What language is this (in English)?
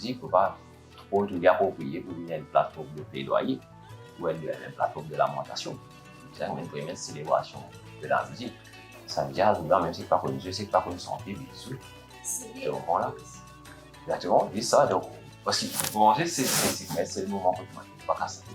Morisyen